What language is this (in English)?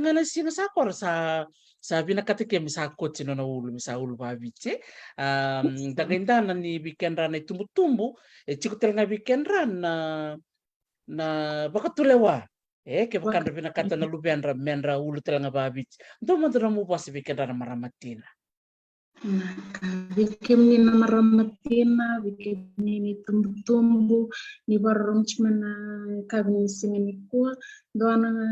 Fijian